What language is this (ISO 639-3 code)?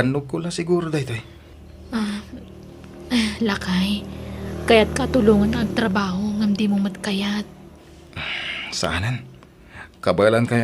ilo